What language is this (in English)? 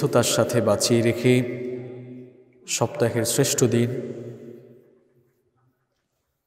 Bangla